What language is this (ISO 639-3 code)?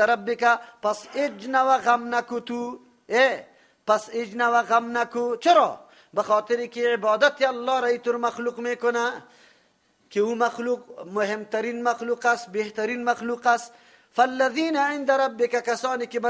fas